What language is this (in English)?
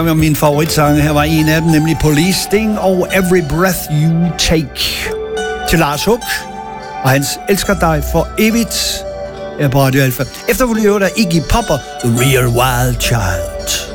Danish